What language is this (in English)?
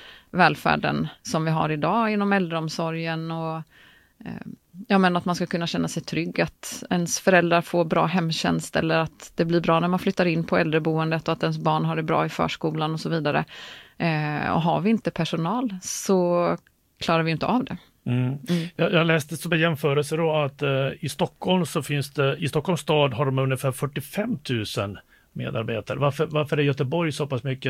Swedish